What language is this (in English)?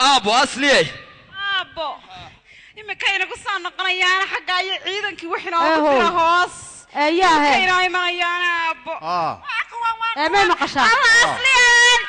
Somali